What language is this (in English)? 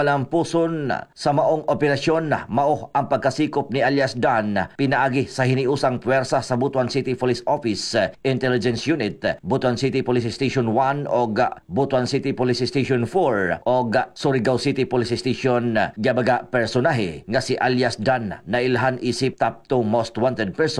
Cebuano